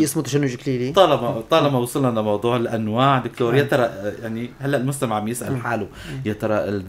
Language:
North Levantine Arabic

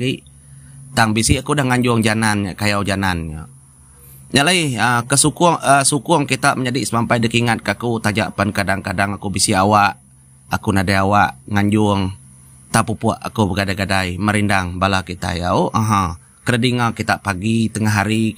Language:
Iban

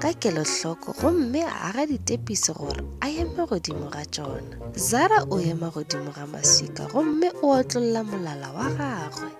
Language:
Northern Sotho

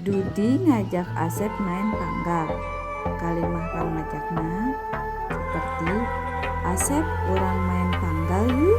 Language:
Sundanese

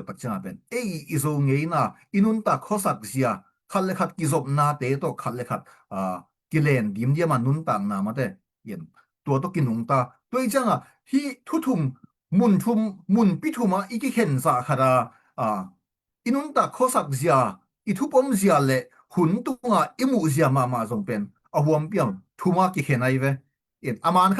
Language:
Tedim Chin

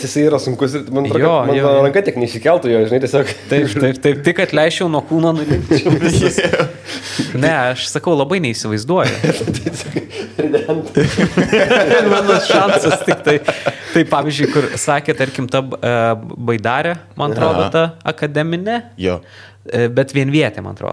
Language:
Lithuanian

